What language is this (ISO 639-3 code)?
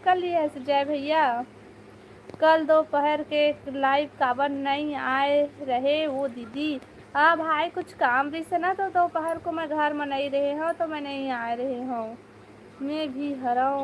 hne